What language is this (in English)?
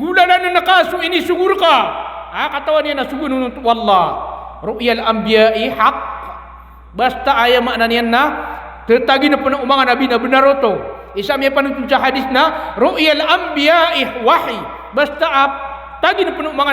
Maranao